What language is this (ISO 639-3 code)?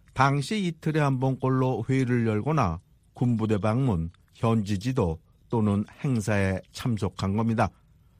kor